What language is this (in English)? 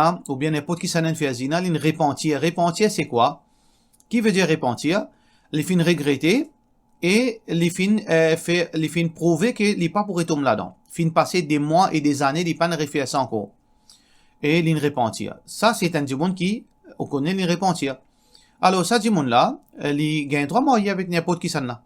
Morisyen